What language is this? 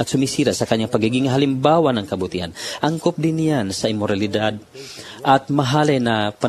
Filipino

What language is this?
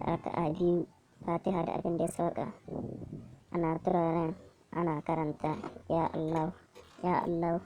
Hausa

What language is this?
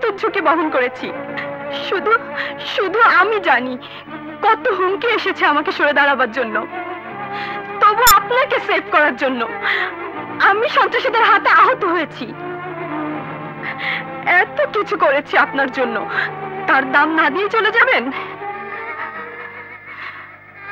Bangla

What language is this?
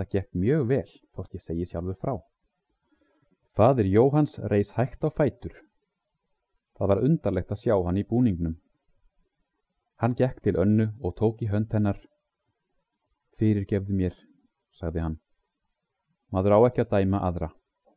Icelandic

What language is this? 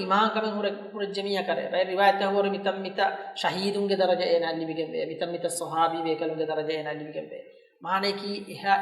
Divehi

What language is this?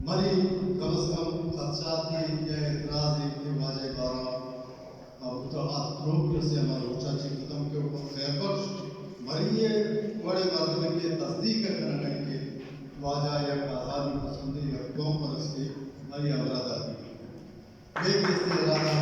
Baluchi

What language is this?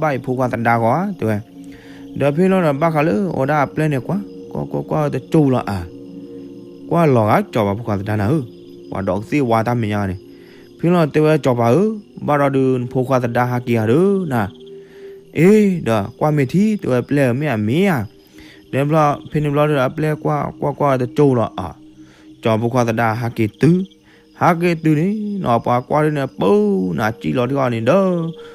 S'gaw Karen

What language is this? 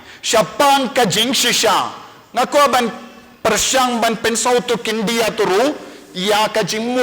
Khasi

